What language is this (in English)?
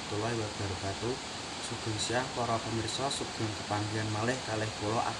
Javanese